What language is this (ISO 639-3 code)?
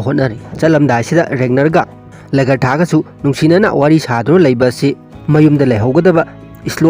mni